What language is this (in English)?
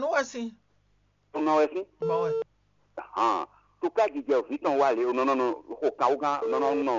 Fon